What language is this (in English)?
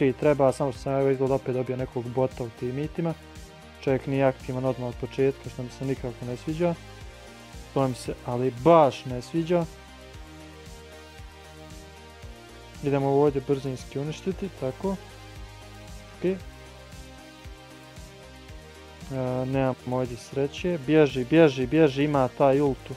Croatian